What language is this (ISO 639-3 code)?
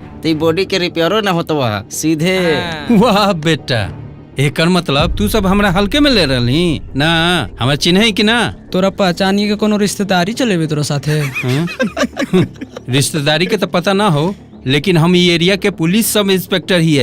mag